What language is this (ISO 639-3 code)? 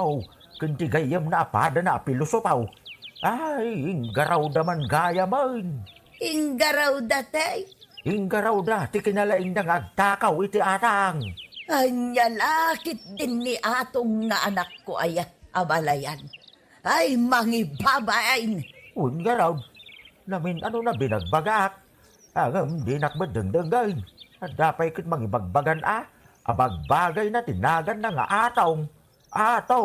ilo